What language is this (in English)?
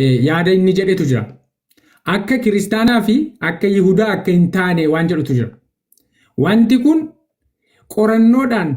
Oromo